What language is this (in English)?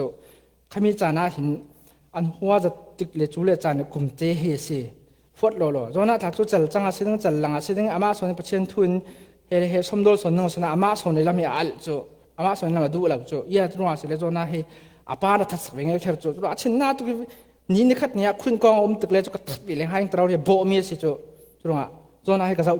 Falam Chin